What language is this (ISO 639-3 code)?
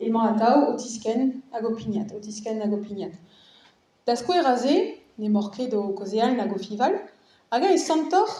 bre